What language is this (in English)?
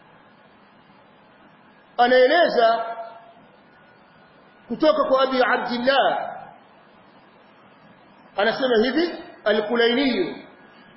Swahili